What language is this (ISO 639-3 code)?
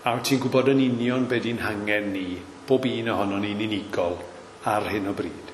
cym